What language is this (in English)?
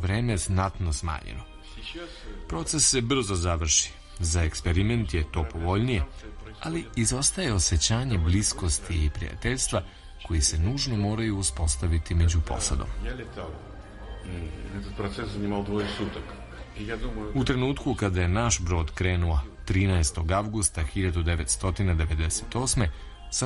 Serbian